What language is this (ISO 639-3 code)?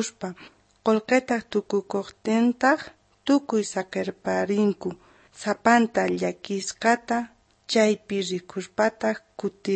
quh